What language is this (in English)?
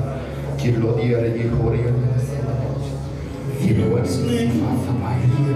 Polish